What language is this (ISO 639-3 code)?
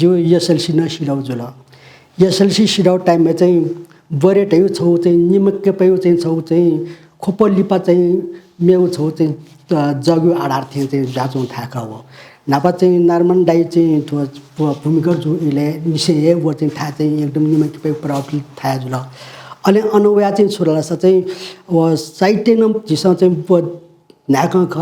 new